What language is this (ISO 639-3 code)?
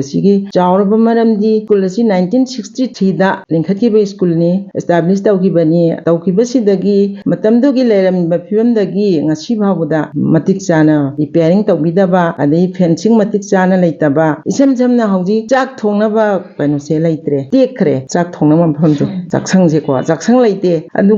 mni